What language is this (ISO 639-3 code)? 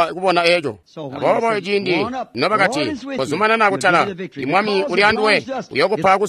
toi